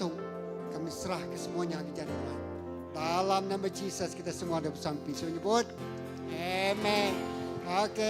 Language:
Iban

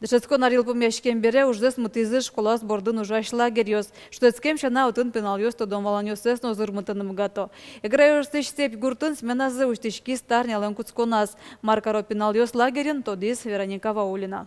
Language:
Udmurt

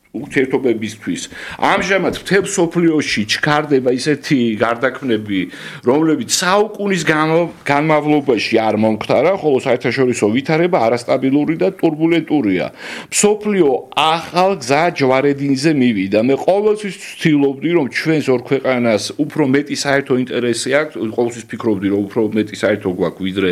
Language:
Georgian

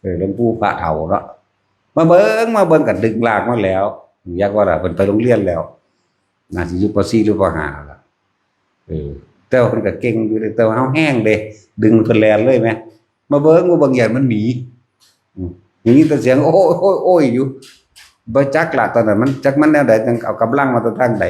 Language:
Northeastern Thai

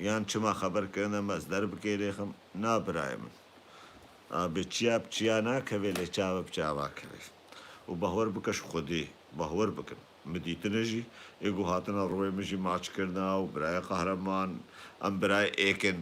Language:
Kurdish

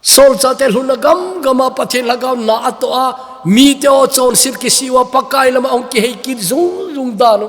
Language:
Thado Chin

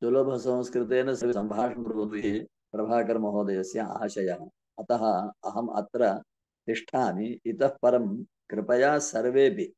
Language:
Sanskrit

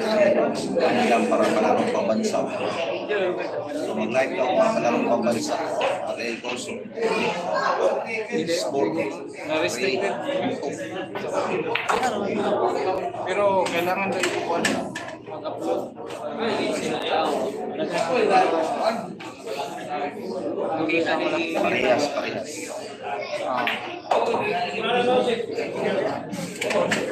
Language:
Filipino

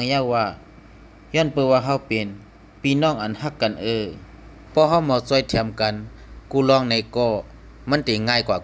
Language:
Shan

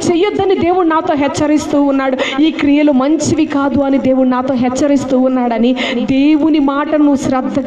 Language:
Telugu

